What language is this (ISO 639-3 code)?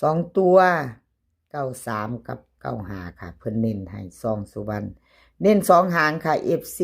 tts